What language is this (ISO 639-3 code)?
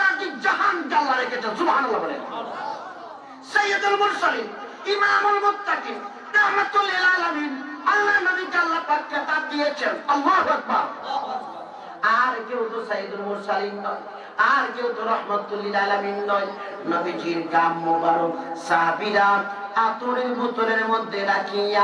ben